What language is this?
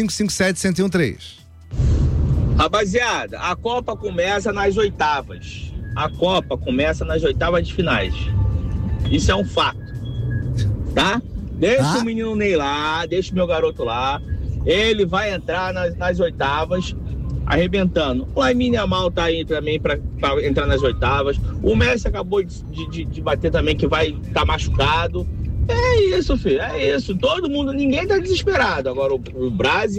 Portuguese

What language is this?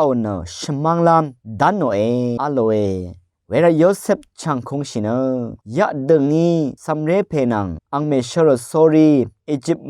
Rawang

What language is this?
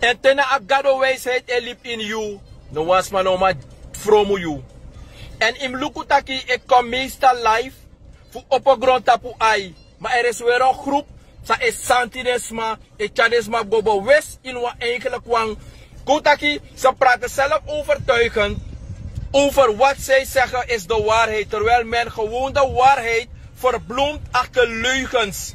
Sranan Tongo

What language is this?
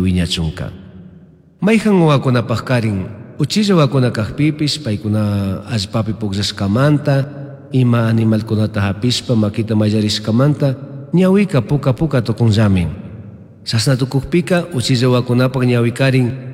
Chimborazo Highland Quichua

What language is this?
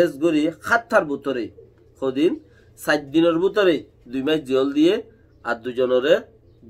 Rohingya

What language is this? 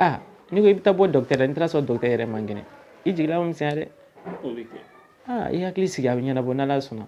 Bambara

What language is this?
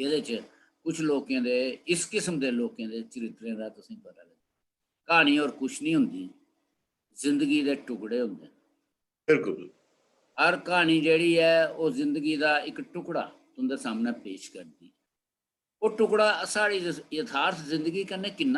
Dogri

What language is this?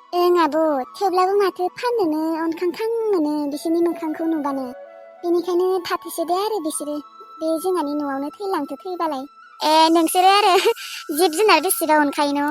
Bodo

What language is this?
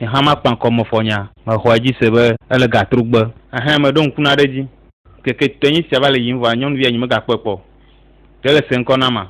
Ewe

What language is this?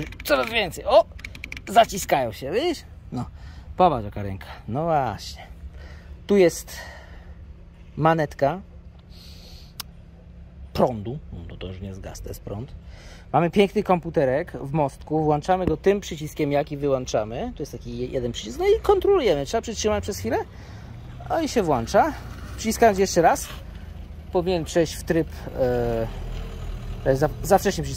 Polish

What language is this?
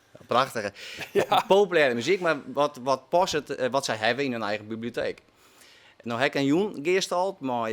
Western Frisian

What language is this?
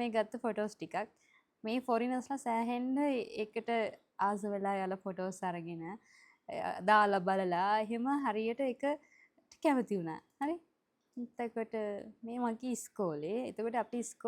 Sinhala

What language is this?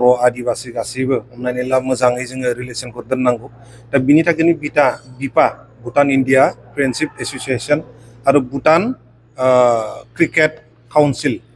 Bodo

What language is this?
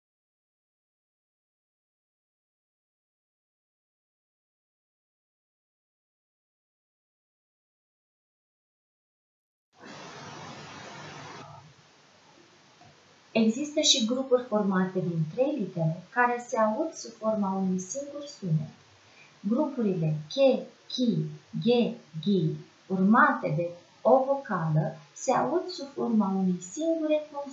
Romanian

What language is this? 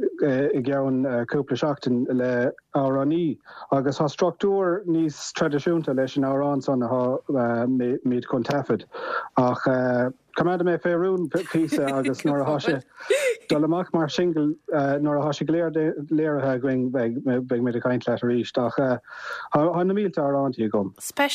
Irish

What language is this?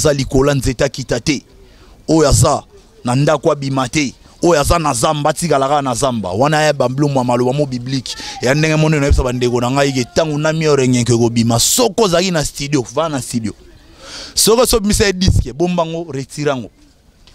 Lingala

